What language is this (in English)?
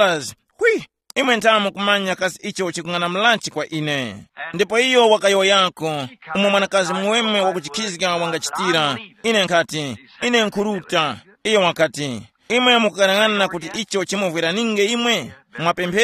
Tumbuka